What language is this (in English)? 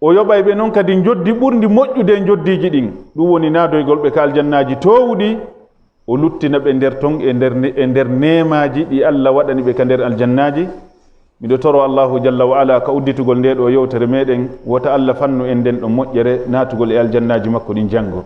Fula